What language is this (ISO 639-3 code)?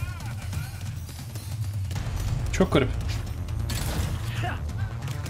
tur